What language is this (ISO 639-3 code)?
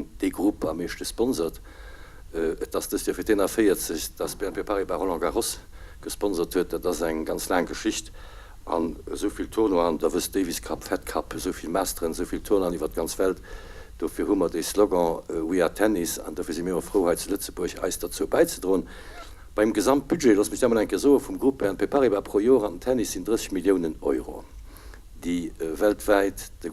ltz